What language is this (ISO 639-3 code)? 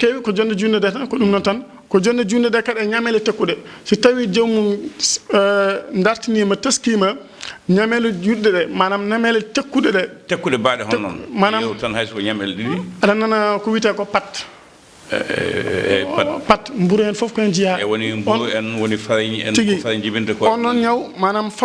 ful